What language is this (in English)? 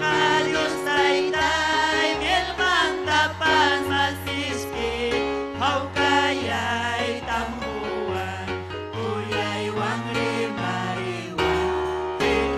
Ayacucho Quechua